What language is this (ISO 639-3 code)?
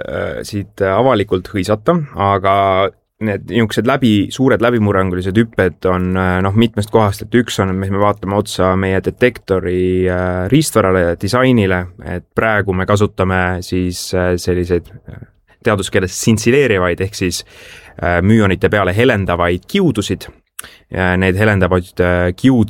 est